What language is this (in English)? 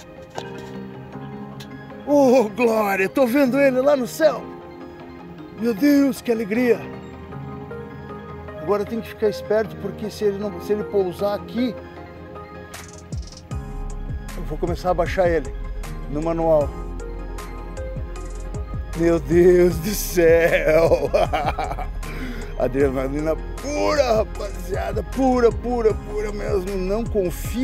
Portuguese